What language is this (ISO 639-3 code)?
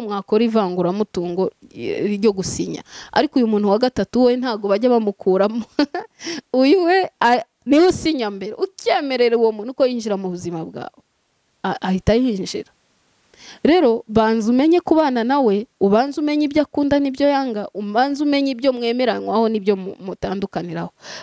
kin